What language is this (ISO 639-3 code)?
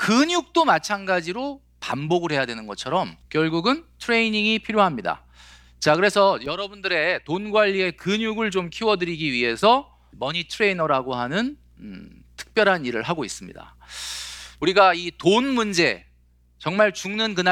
kor